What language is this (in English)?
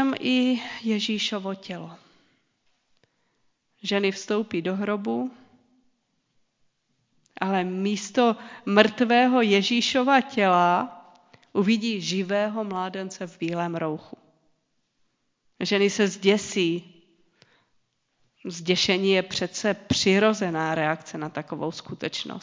Czech